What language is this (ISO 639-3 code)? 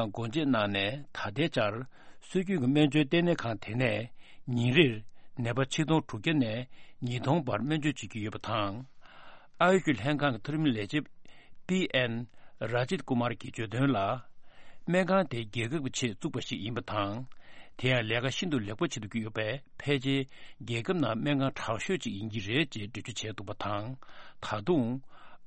bod